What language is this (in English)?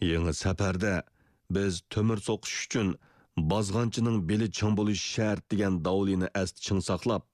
Uyghur